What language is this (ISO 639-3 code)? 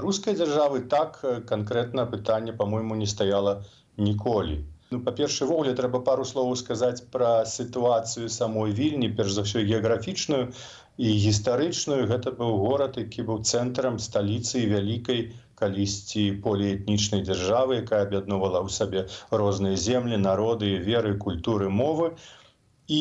bel